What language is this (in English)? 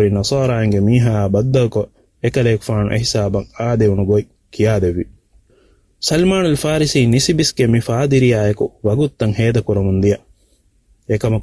Divehi